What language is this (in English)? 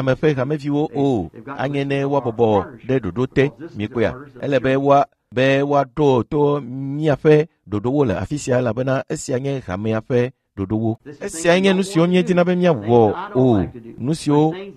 Ewe